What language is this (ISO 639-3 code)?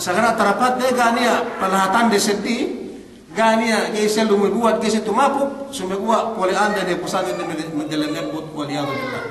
yka